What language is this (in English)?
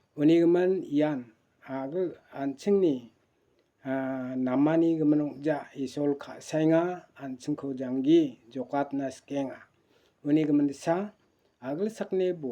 Garo